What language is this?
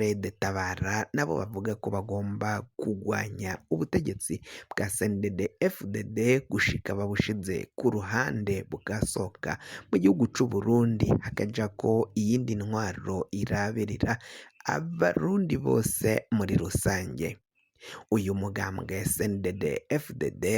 Rundi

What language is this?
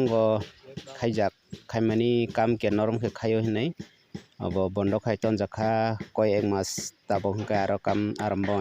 Kok Borok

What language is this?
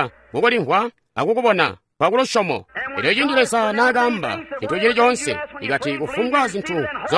Tonga (Zambia)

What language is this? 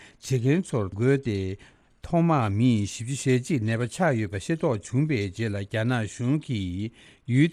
Tibetan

